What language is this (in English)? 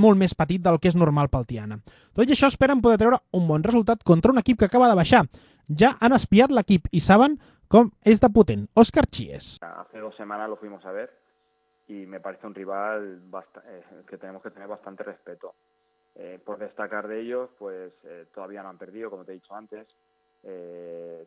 Catalan